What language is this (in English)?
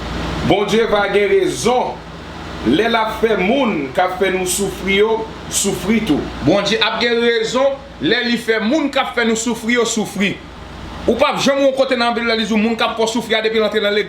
Haitian Creole